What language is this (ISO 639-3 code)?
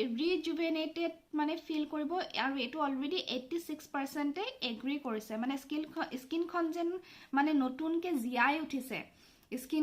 asm